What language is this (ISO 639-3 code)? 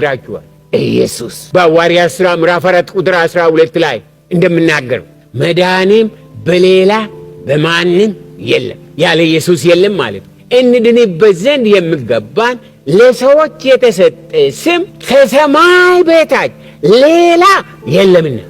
amh